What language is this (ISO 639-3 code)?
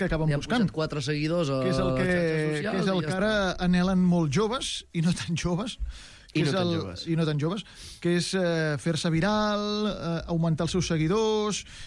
cat